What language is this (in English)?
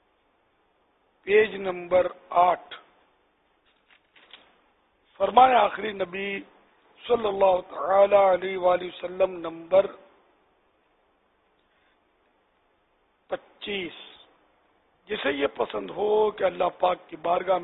Urdu